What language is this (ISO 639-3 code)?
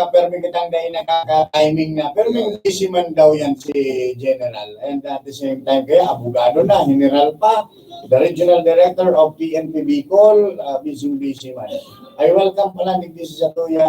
bik